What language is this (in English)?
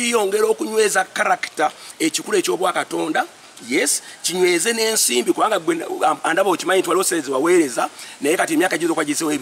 Ganda